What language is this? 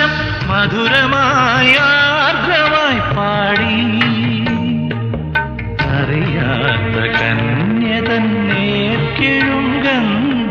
Malayalam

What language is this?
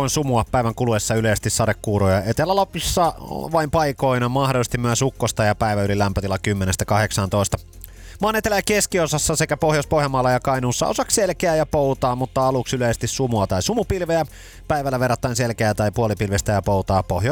Finnish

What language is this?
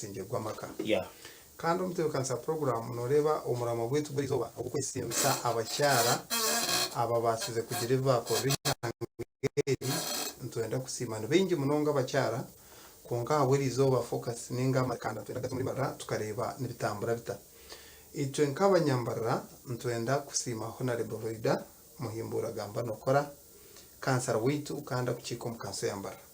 Nyankole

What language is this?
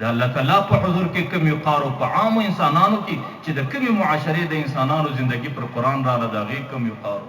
Pashto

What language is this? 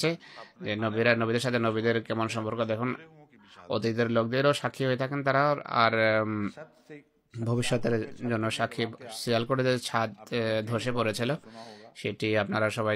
Bangla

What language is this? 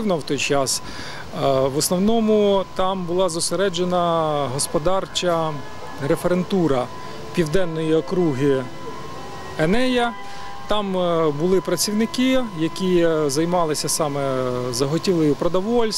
Ukrainian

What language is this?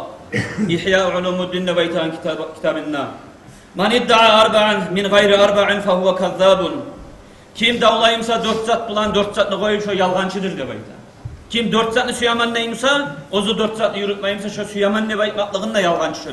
Kumyk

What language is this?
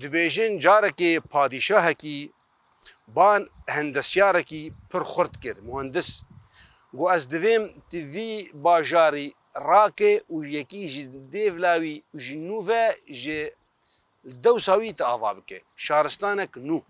Kurdish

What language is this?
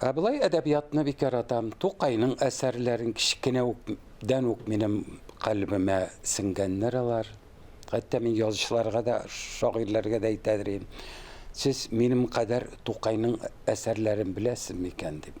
Tatar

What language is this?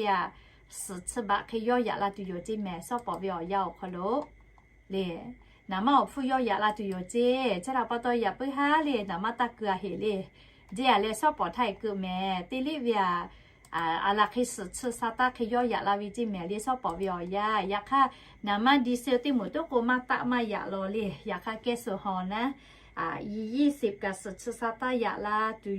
Lahu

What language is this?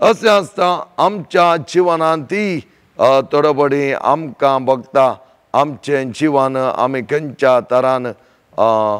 Konkani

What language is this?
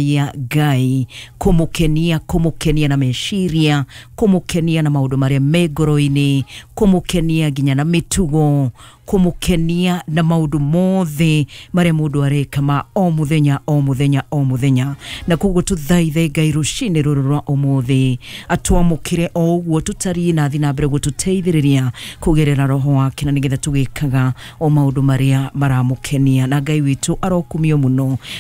Kikuyu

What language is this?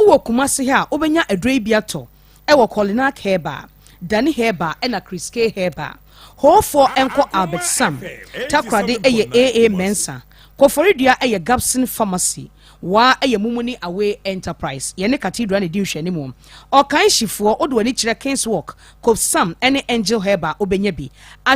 Akan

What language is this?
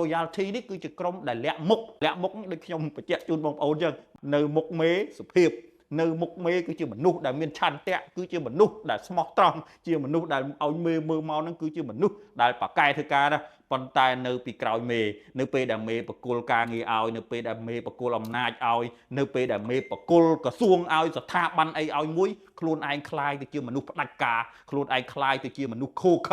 Khmer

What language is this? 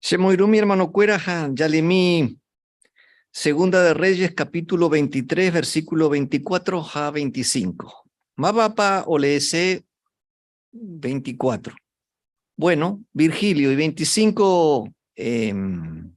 Guarani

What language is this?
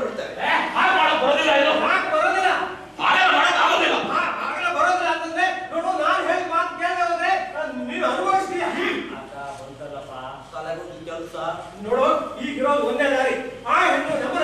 Kannada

